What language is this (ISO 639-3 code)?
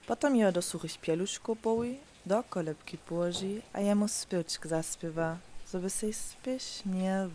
hsb